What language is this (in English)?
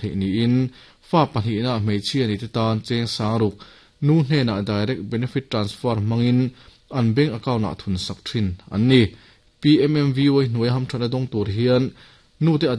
Mizo